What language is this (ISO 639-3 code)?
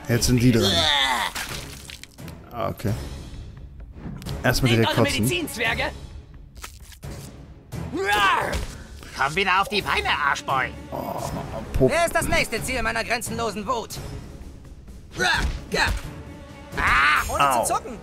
deu